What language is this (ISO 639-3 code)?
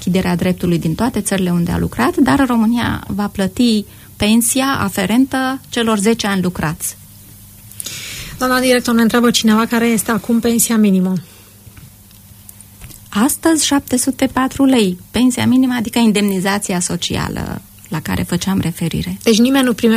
ron